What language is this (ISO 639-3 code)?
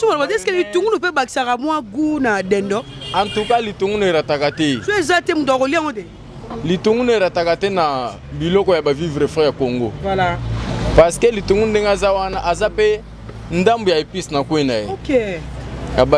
lin